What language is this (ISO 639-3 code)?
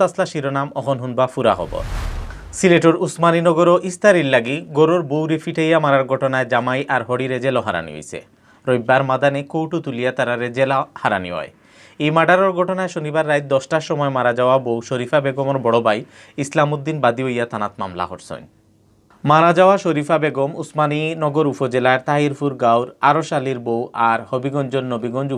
syl